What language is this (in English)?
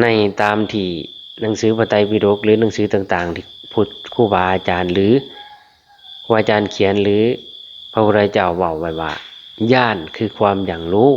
Lao